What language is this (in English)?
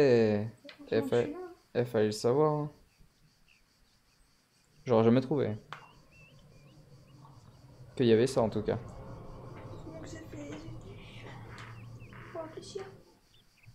French